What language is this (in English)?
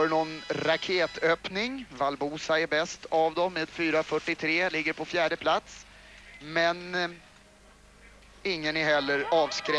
Swedish